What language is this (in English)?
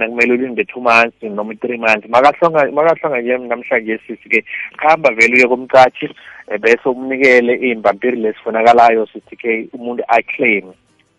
South Ndebele